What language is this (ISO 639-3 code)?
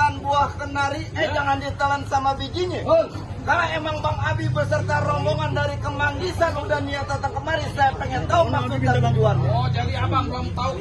bew